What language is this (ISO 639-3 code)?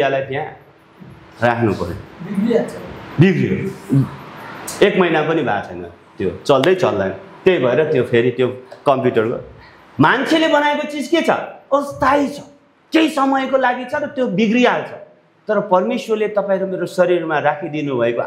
nep